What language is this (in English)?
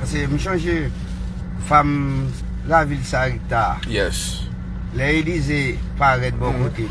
Haitian Creole